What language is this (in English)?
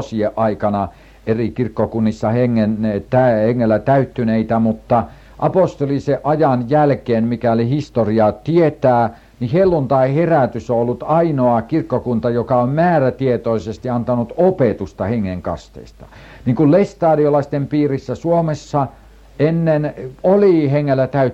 Finnish